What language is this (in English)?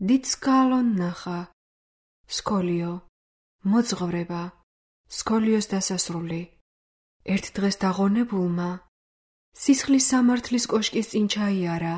Georgian